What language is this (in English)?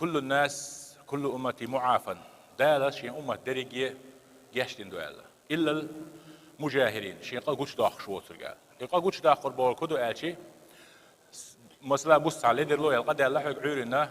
Chechen